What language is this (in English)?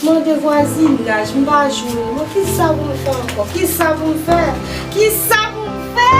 Haitian Creole